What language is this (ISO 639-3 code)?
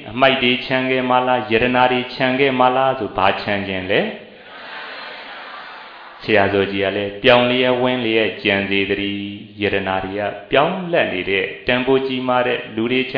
mya